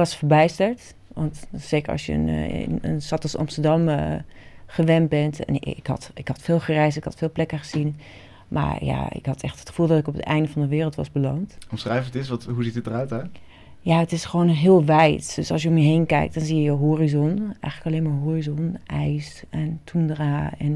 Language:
Dutch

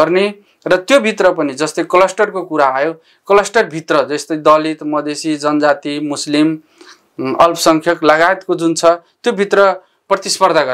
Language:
Nepali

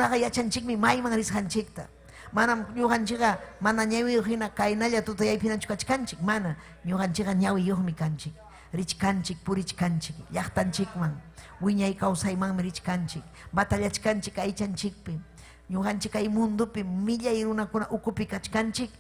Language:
Ayacucho Quechua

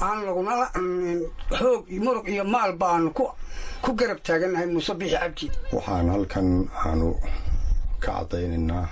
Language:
Somali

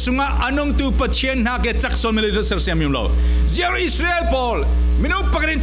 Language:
Falam Chin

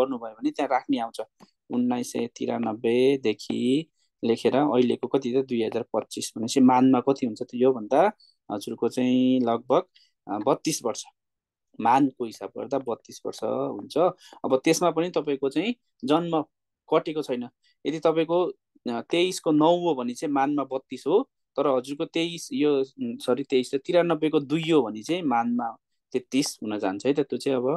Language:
Nepali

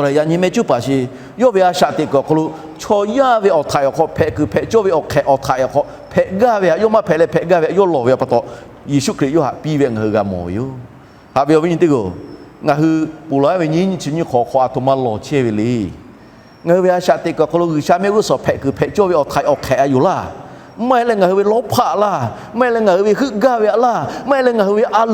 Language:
Lahu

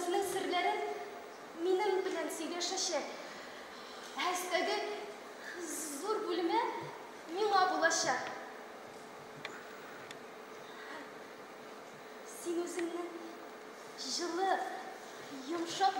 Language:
Tatar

